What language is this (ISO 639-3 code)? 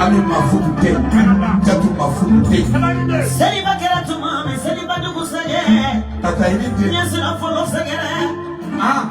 bam